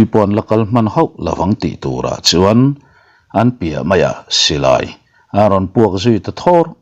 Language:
Mizo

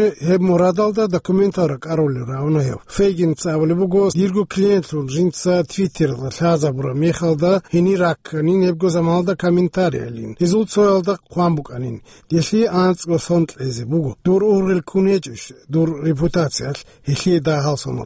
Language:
Avaric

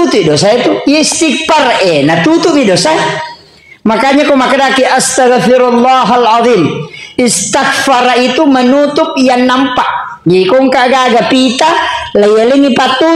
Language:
Buginese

